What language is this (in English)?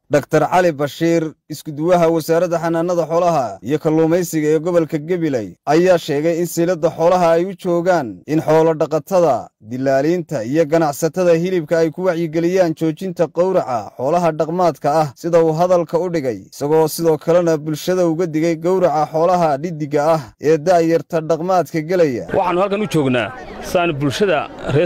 Somali